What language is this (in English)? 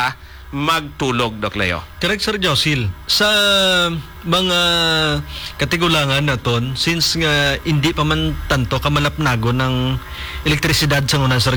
Hiligaynon